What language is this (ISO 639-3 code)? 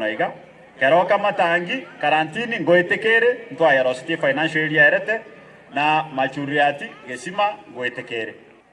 guz